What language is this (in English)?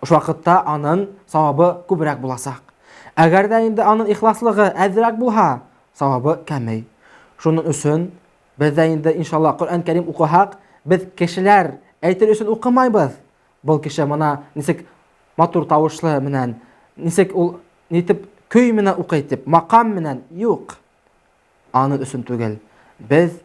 Bashkir